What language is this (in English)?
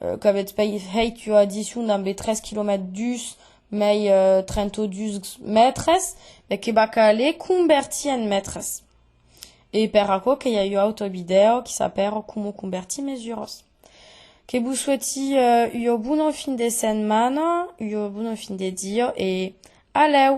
Occitan